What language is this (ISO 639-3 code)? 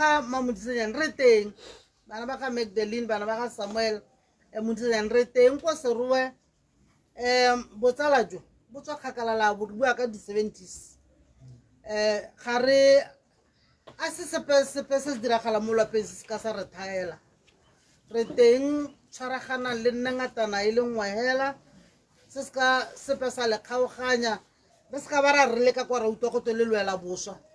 tsn